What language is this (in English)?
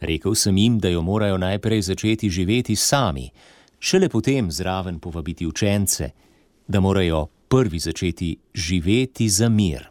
Slovenian